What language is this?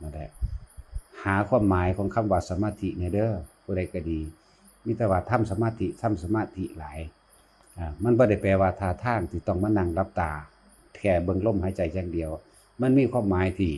Northeastern Thai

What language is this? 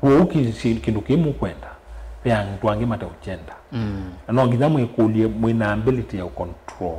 Kamba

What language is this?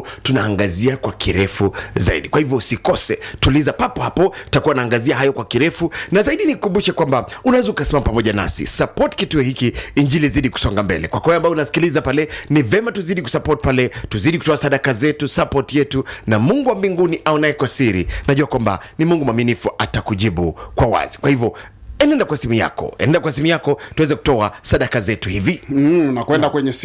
Swahili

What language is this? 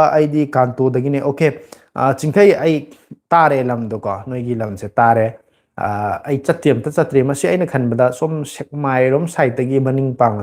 Manipuri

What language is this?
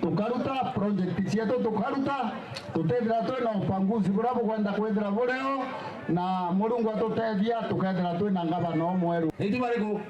Meru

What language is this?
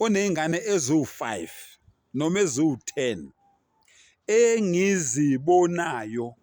Zulu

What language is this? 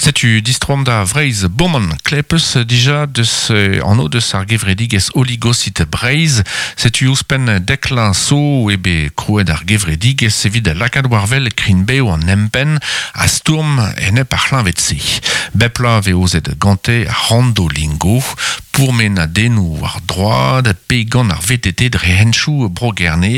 Breton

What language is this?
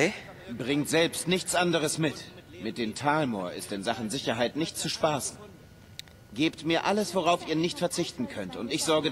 Swiss German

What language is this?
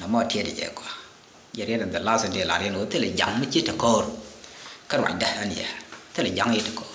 Nuer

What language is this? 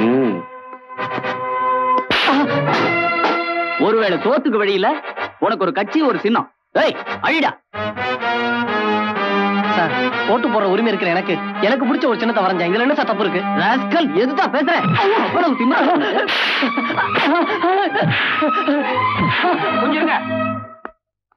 Tamil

